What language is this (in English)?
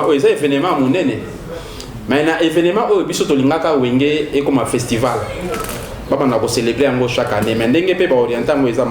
Lingala